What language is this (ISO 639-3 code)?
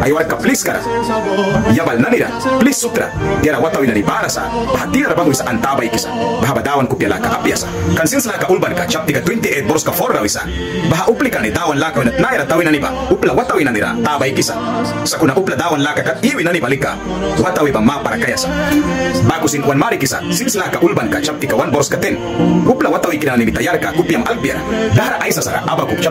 miq